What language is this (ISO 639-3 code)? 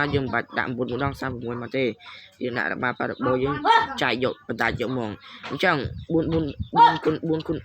khm